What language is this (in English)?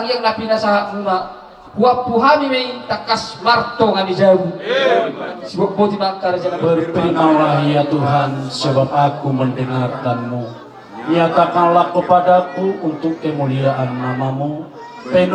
Batak Toba